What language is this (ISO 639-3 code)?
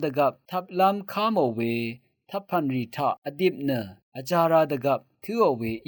raw